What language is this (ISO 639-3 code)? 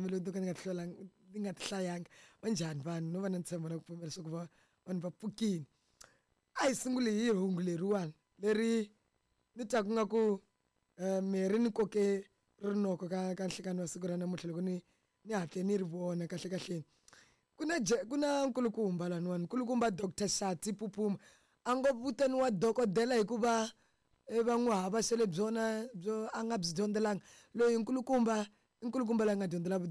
tso